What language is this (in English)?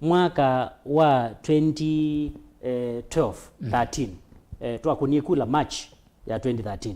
Kamba